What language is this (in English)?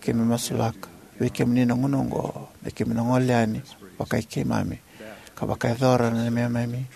Fijian